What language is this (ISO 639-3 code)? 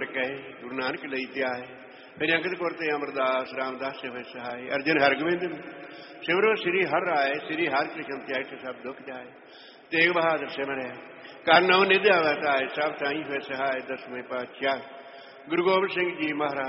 pan